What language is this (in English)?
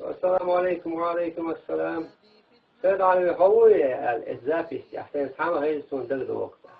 Chechen